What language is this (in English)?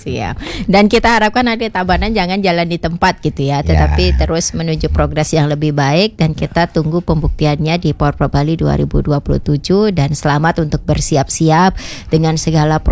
Indonesian